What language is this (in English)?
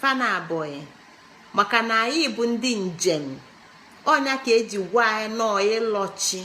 Igbo